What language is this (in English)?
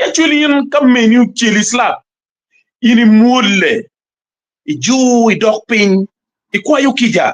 Acoli